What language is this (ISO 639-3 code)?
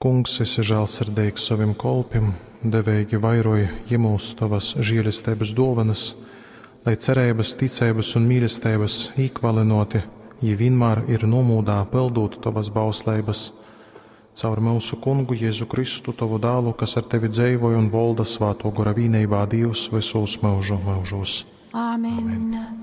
ltg